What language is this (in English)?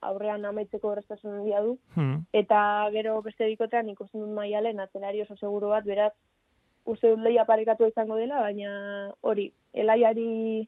Basque